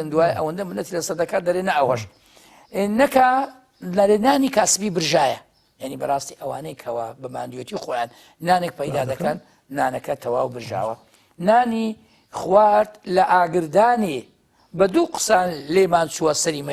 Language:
Central Kurdish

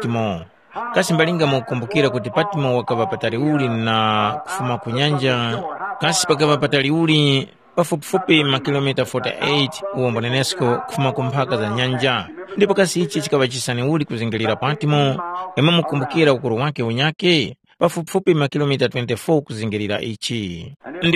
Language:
Tumbuka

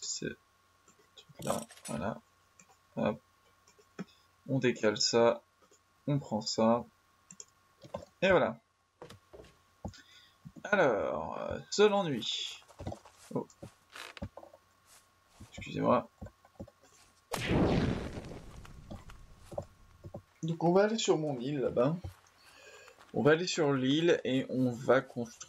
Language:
French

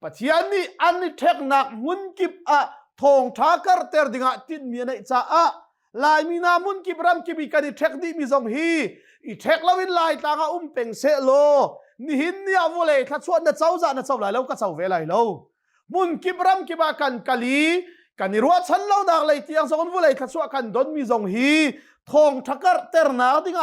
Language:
Hakha Chin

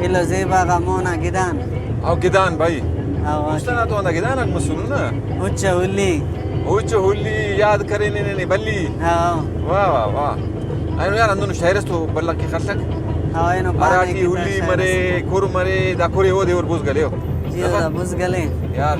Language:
Brahui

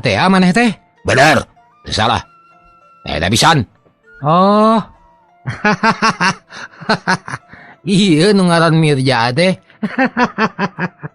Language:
Sundanese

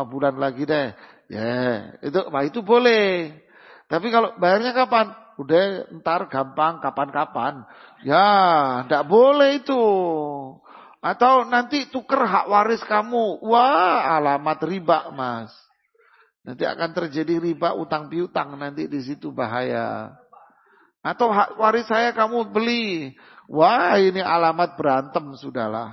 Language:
Indonesian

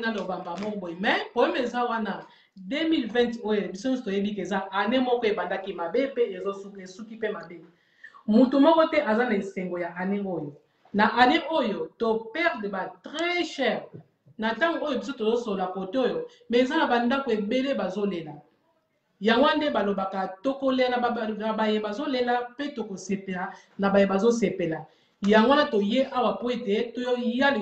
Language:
Lingala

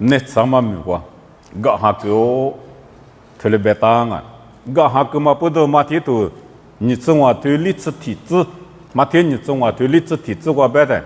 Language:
Lisu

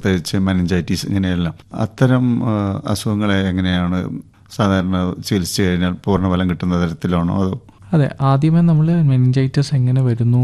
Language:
Malayalam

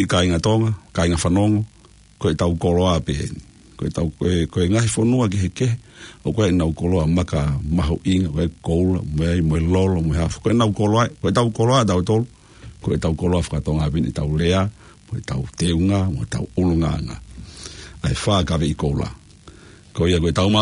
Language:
Tongan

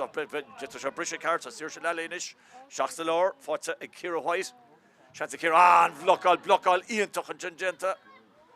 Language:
Irish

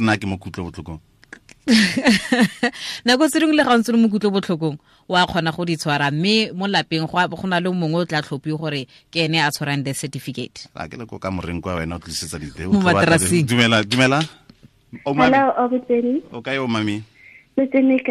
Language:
Tswana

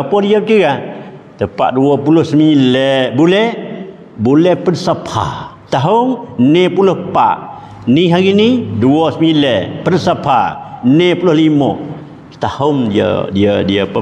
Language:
Malay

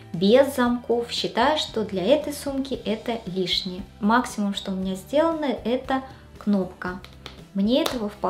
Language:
Russian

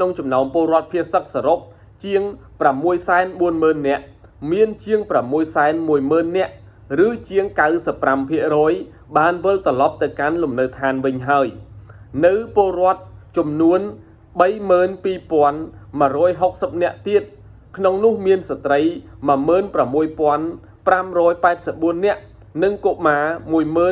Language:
Khmer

